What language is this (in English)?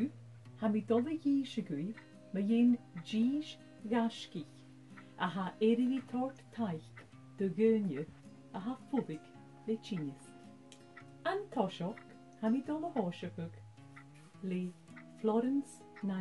Scottish Gaelic